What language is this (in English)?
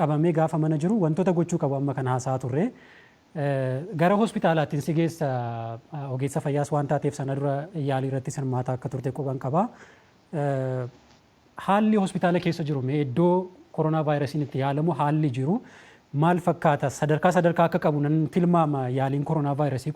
Oromo